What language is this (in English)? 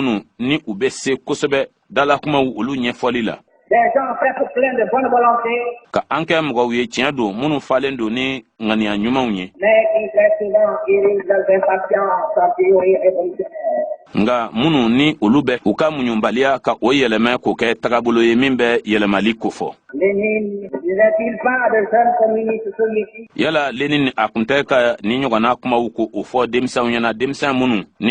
Bambara